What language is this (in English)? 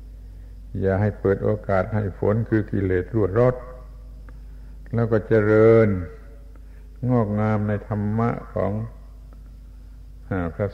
Thai